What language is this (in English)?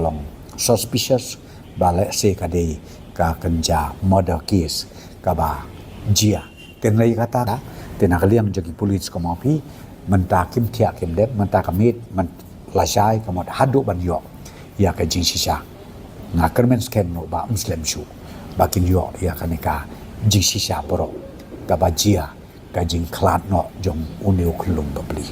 Khasi